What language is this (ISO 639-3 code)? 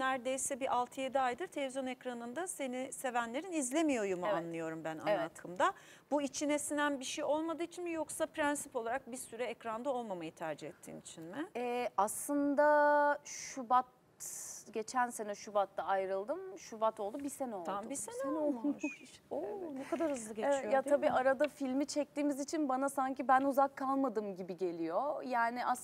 tur